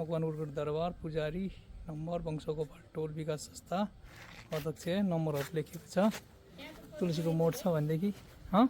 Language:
Nepali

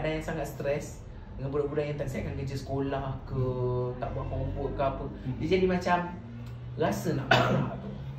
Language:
Malay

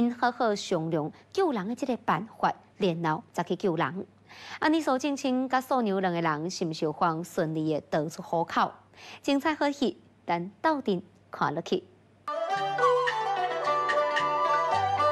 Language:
Min Nan Chinese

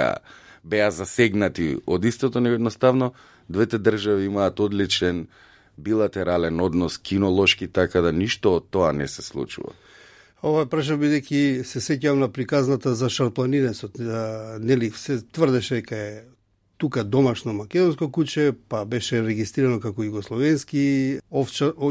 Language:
Macedonian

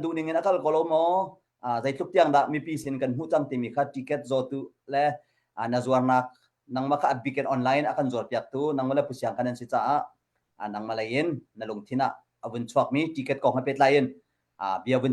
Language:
Hakha Chin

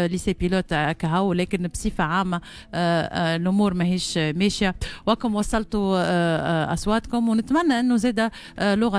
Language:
Tunisian Arabic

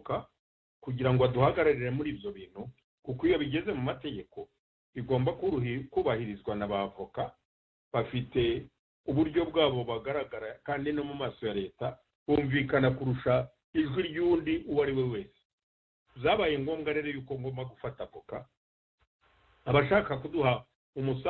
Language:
Kinyarwanda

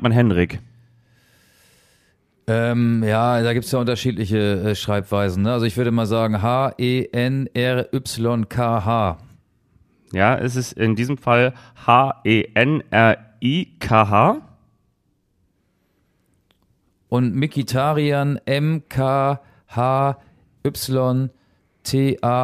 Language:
German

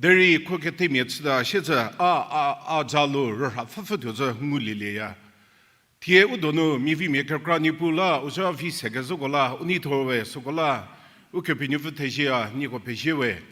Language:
Angami Naga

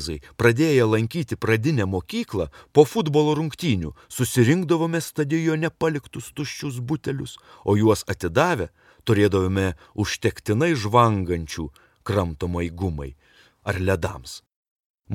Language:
Lithuanian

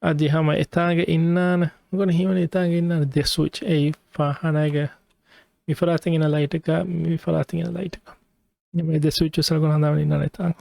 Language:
Divehi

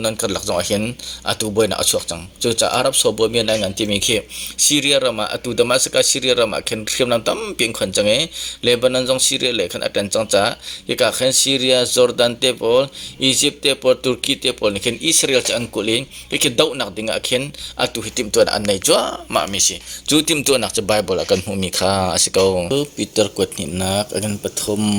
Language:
Hakha Chin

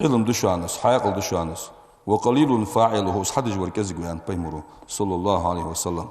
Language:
Ingush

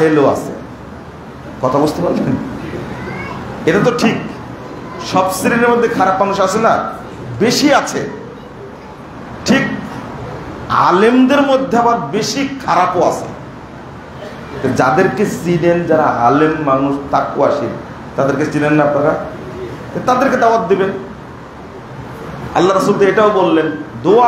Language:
Bangla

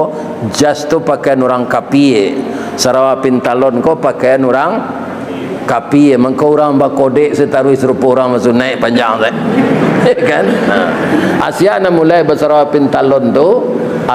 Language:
Minangkabau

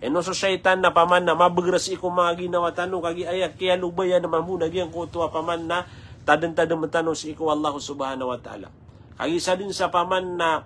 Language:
Maranao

